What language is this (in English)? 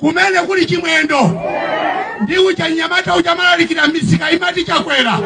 Nyanja